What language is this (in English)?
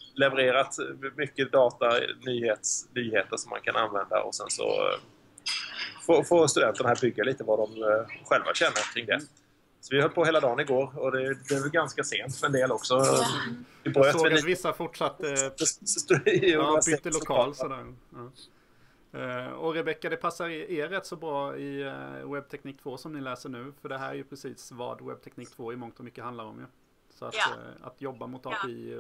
Swedish